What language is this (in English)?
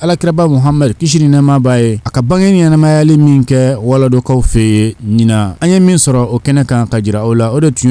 Bambara